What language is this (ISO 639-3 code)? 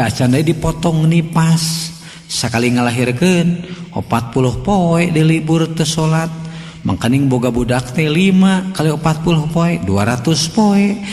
sun